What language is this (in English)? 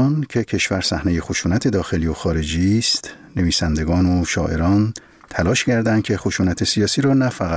Persian